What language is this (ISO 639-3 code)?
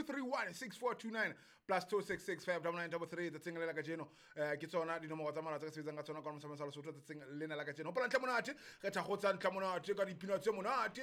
sot